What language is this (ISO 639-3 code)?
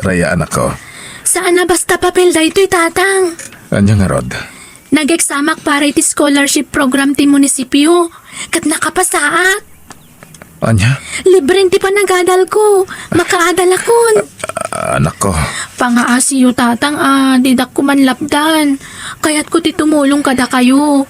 ilo